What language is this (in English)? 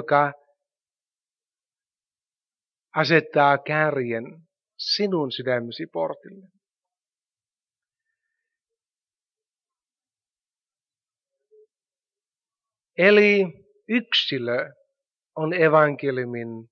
Finnish